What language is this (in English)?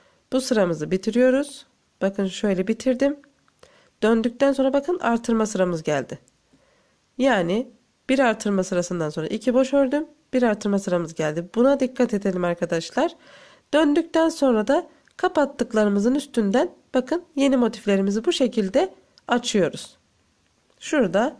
Turkish